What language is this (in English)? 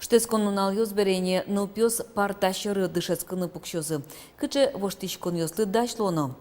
Udmurt